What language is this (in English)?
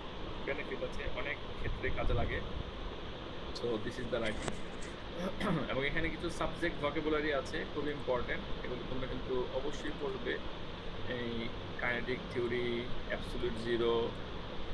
Bangla